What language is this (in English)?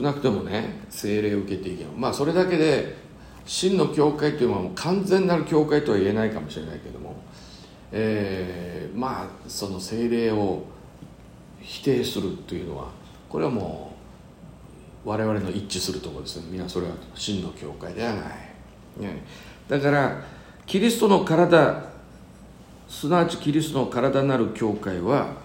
Japanese